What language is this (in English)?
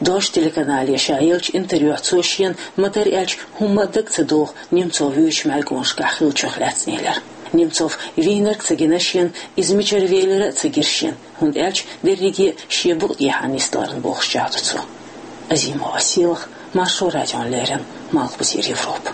Chechen